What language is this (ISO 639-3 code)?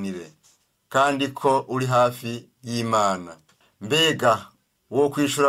run